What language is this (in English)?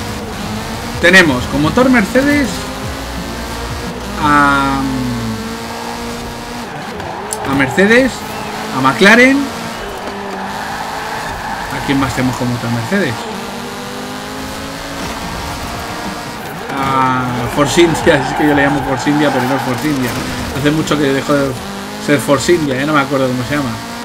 Spanish